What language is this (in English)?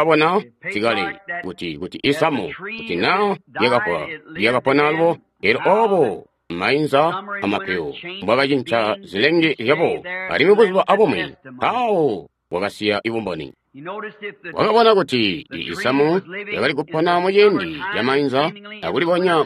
Tonga (Zambia)